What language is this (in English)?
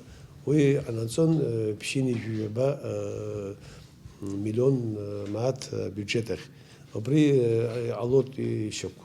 Abkhazian